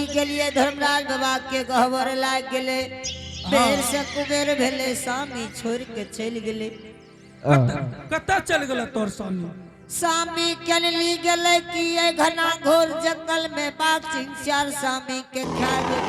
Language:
Angika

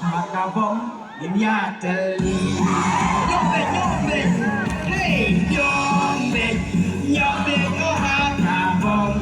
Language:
Khasi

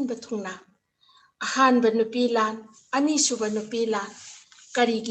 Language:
Manipuri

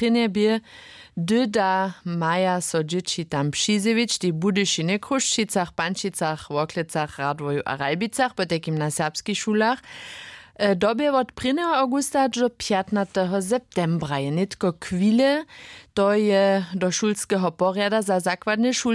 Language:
Upper Sorbian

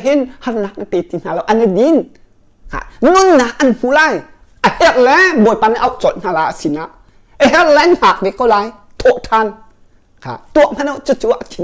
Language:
Hakha Chin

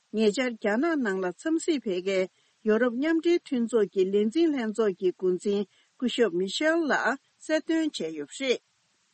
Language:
Tibetan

